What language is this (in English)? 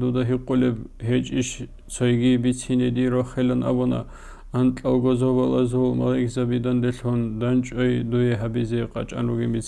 Avaric